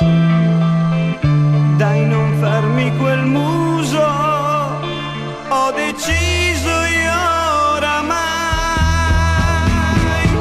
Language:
Italian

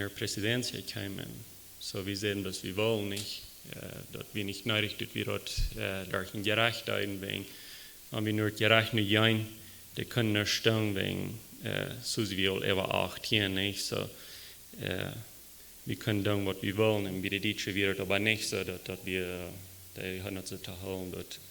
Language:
Plautdietsch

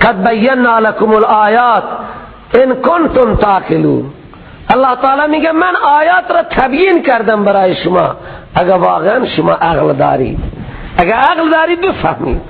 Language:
Persian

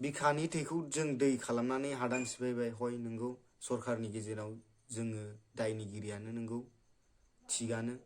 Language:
Bodo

